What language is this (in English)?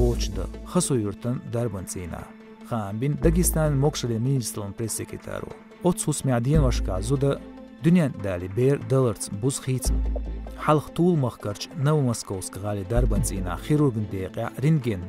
Chechen